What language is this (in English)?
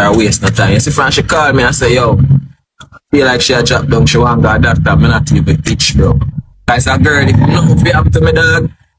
Jamaican Creole English